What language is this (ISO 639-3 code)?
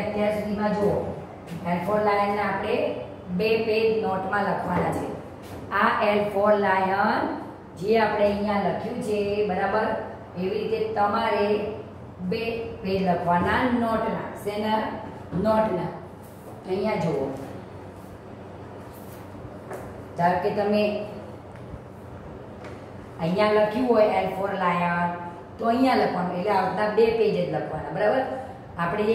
guj